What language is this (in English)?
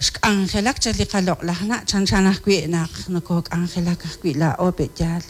Kekchí